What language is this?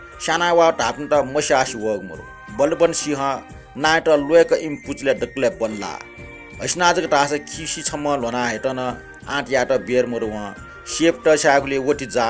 Newari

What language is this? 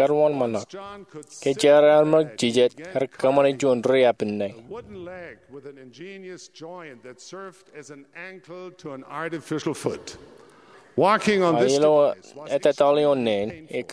Marshallese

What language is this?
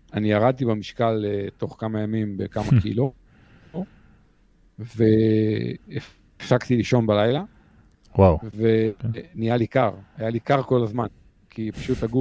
Hebrew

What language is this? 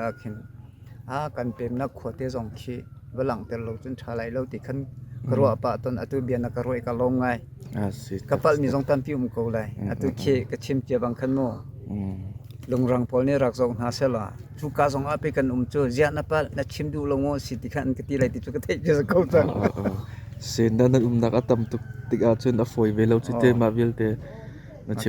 Hakha Chin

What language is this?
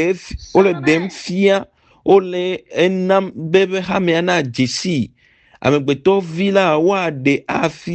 Ewe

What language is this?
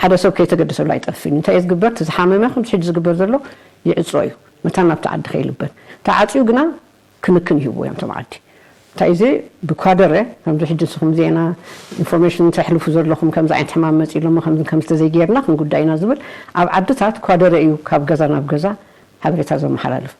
Tigrinya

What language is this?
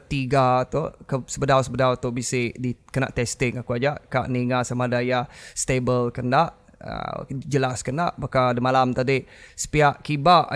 Iban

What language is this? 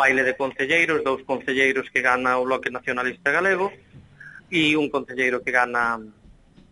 Galician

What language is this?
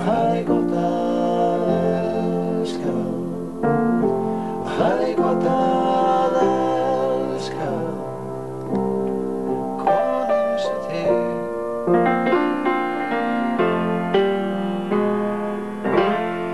Icelandic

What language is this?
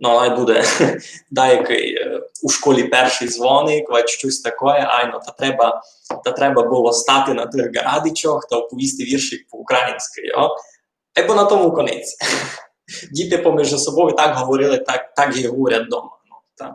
Rusyn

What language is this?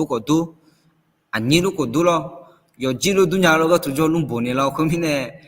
Akha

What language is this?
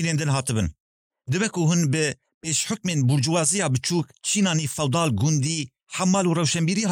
Kurdish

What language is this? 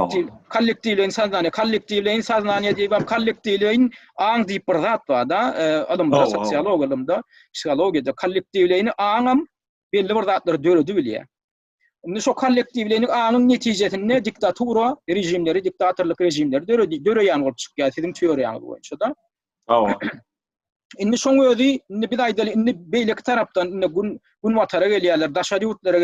Turkmen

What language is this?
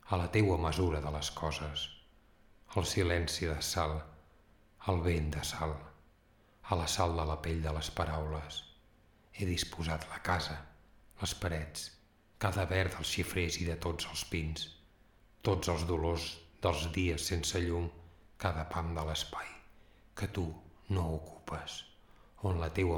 Catalan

